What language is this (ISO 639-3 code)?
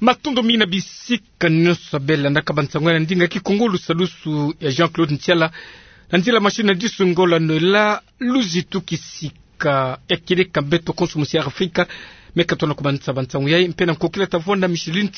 ktu